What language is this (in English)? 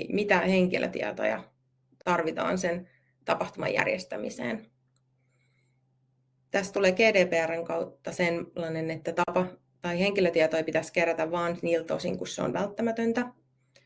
Finnish